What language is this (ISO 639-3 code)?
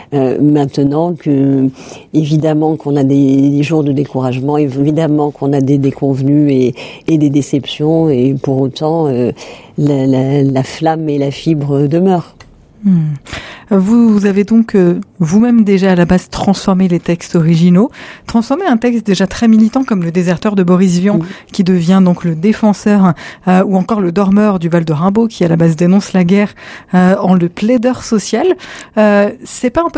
fra